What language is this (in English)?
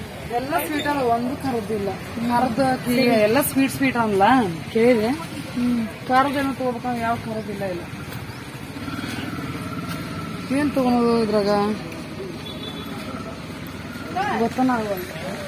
Kannada